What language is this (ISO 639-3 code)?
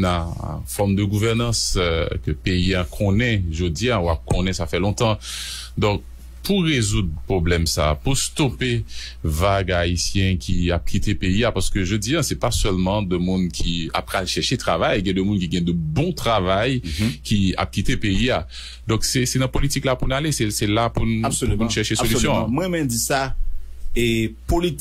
hat